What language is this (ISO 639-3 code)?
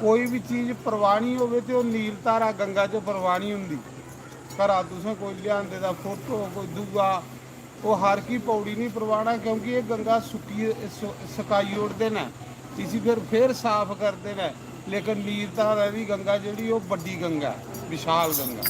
doi